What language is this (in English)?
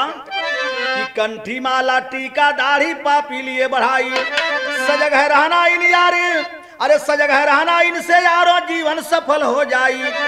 Bhojpuri